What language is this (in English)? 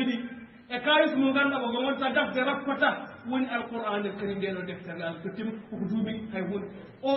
Fula